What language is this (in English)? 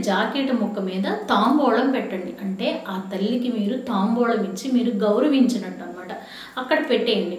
Telugu